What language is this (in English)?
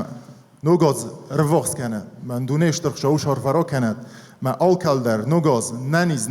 Ossetic